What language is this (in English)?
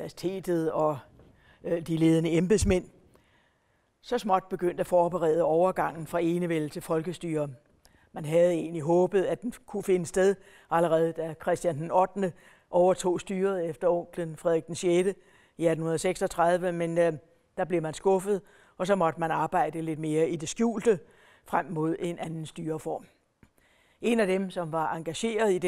Danish